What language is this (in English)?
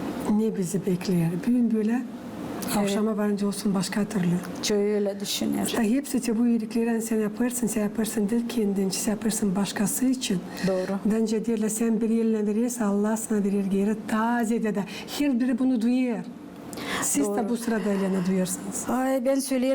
Gagauz